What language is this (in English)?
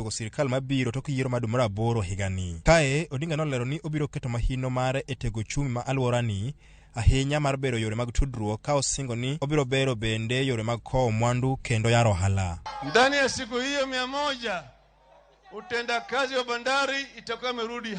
Luo (Kenya and Tanzania)